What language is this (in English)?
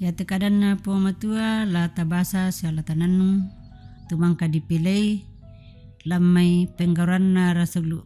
Toraja-Sa'dan